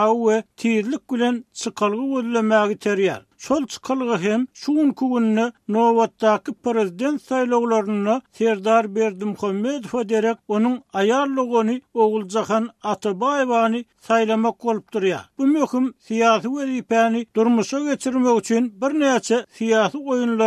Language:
Turkmen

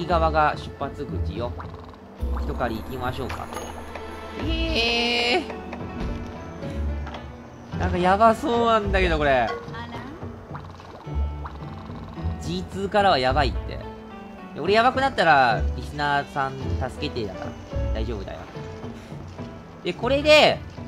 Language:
Japanese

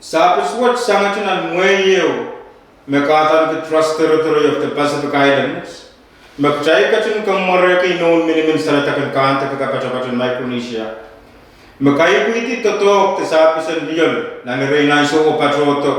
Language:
Pohnpeian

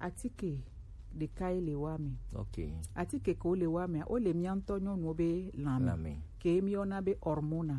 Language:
Gen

